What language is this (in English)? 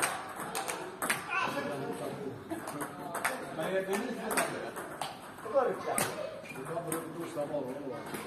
Swedish